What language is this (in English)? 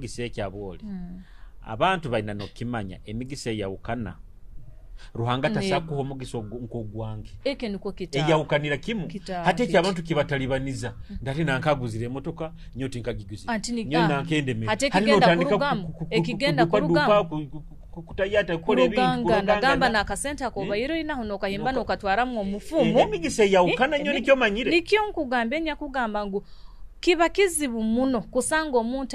Nyoro